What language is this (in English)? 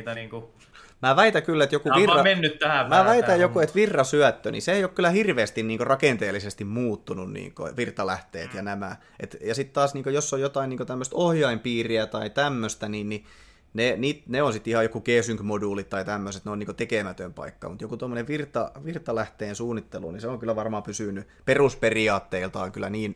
Finnish